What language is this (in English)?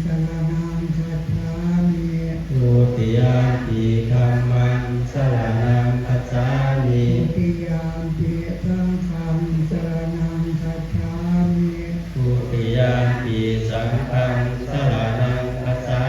Pali